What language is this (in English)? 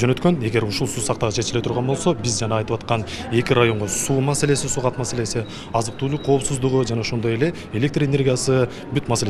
Kyrgyz